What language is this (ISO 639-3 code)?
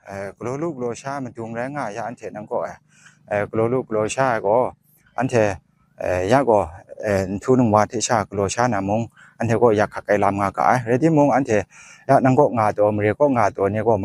kac